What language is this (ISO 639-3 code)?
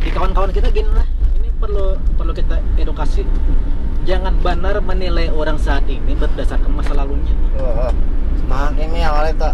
bjn